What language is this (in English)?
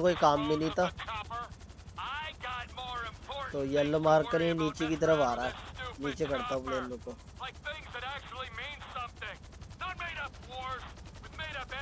Hindi